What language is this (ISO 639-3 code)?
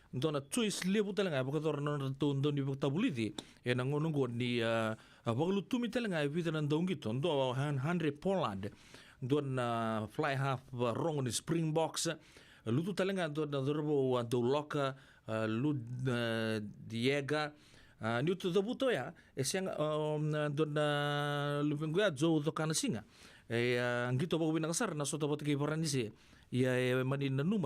fij